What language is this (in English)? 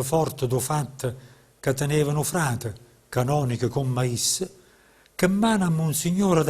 Neapolitan